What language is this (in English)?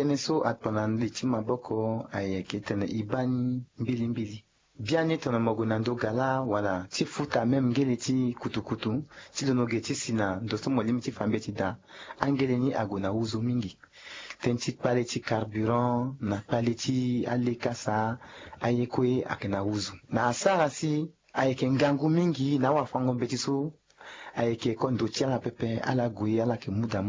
Sango